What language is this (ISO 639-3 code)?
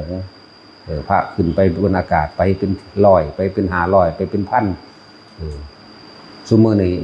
tts